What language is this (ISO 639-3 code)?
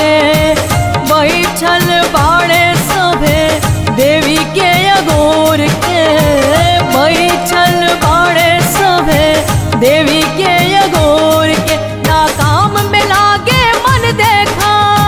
bho